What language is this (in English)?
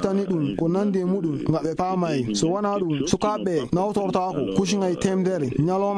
Fula